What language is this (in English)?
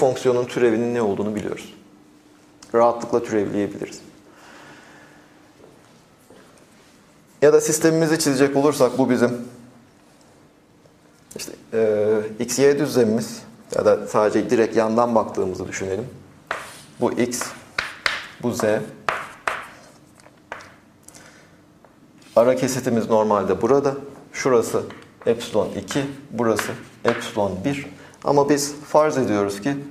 Turkish